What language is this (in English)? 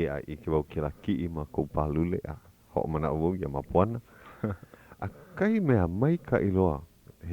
Hawaiian